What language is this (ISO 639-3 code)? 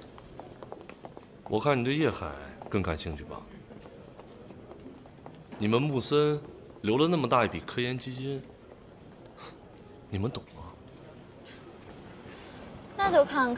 zho